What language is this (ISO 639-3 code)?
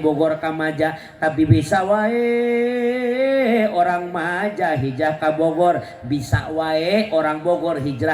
sun